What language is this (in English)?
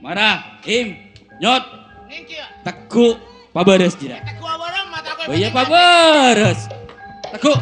Madurese